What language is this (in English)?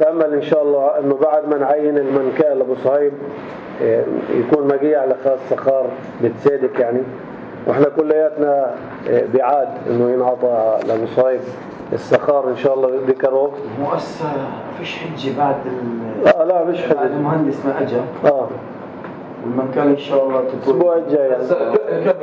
North Levantine Arabic